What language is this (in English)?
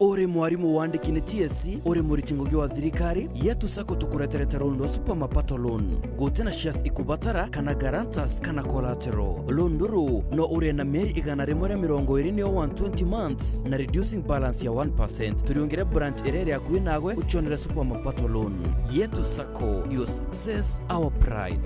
Meru